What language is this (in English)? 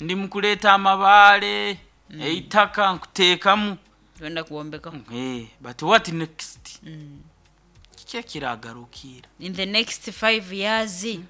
Nyoro